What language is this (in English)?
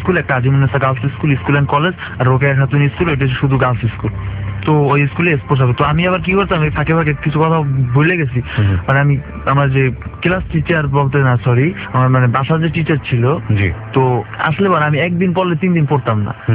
Bangla